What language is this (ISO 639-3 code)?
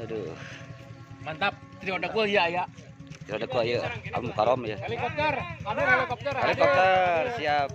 sun